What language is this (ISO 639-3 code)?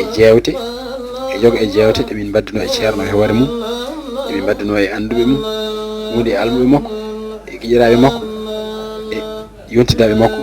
ful